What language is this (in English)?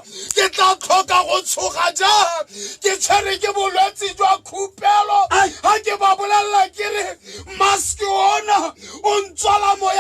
Tswana